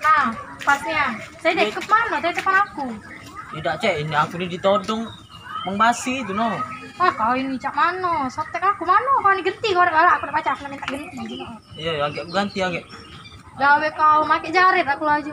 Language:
Musi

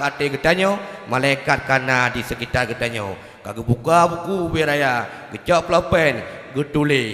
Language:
Achinese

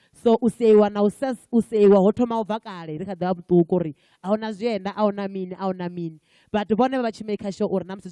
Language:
Venda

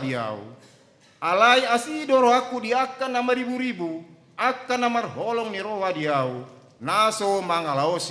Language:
Batak Toba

